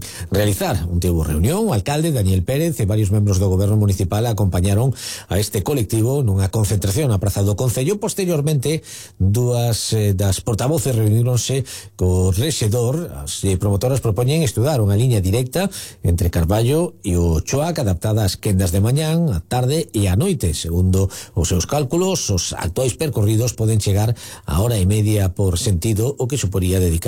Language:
Galician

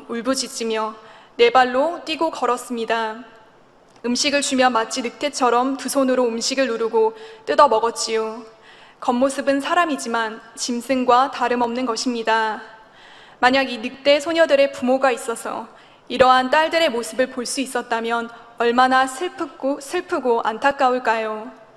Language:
Korean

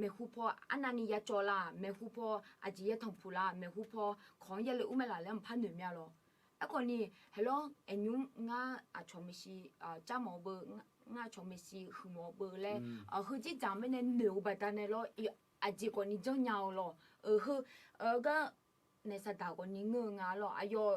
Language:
Akha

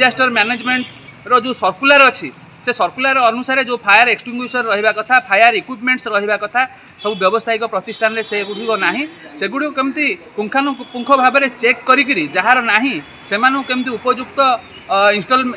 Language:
Odia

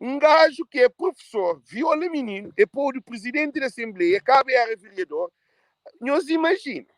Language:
Kabuverdianu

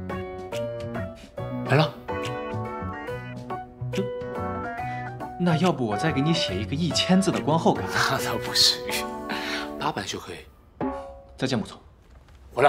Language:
Chinese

